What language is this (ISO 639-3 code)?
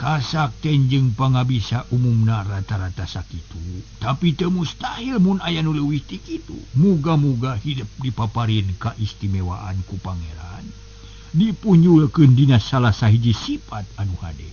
sun